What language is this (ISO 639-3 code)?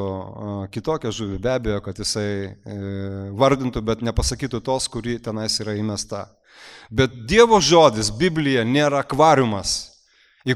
lit